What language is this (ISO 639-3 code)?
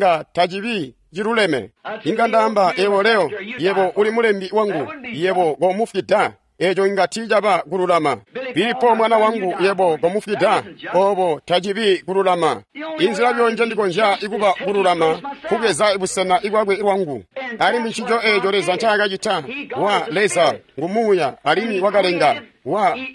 toi